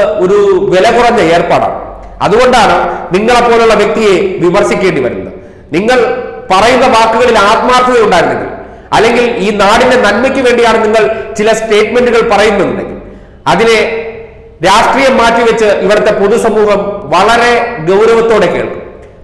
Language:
Malayalam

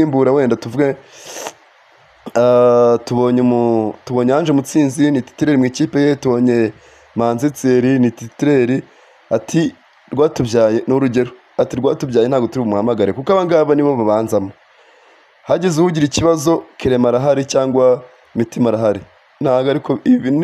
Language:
Kinyarwanda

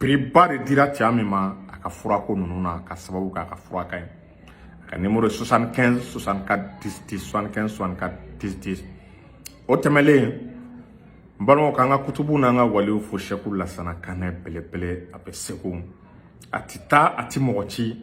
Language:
Bambara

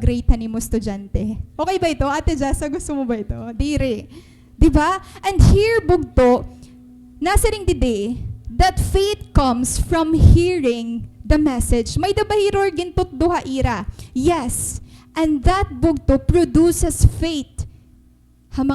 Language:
Waray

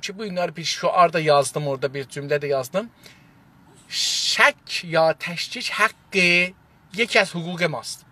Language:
South Azerbaijani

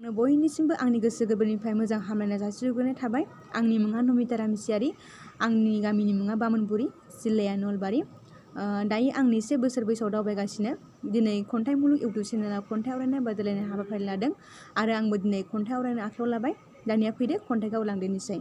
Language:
Bodo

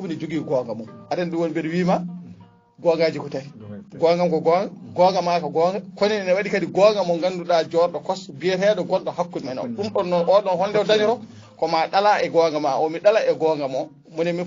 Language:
Fula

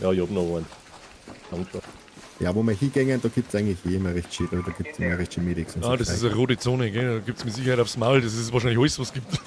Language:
Bavarian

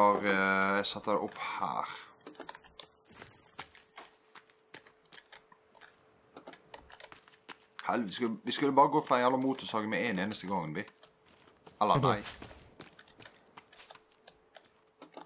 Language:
Norwegian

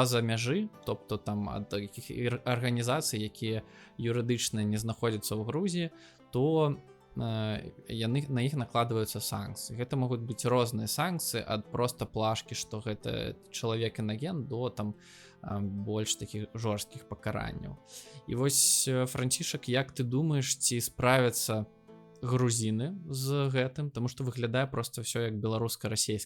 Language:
Belarusian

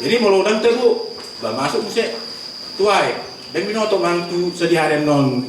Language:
Batak Toba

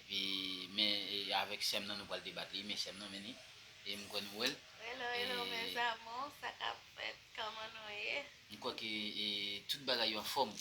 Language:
Haitian Creole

